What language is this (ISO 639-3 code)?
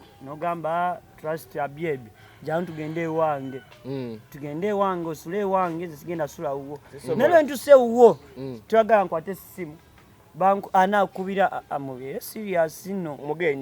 lug